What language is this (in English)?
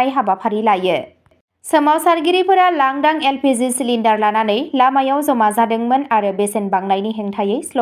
Bodo